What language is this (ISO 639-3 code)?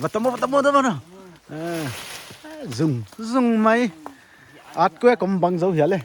pck